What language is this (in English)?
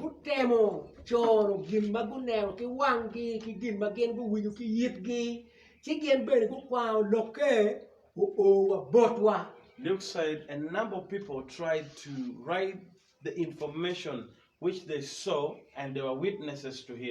Acoli